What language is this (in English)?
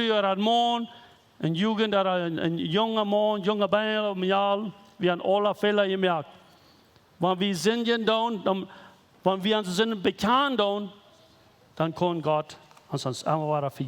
Plautdietsch